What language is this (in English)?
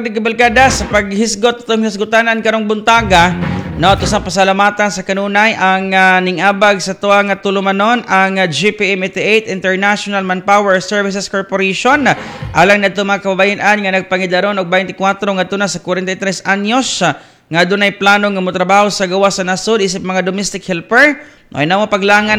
Cebuano